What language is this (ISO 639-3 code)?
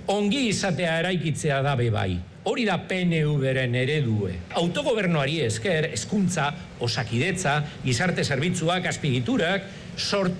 eus